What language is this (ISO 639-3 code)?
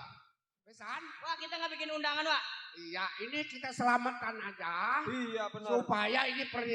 bew